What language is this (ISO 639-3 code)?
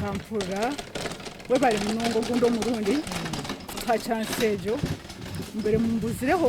nyn